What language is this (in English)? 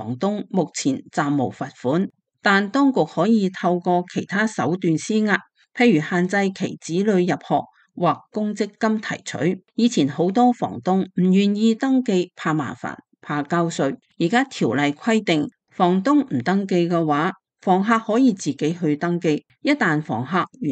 Cantonese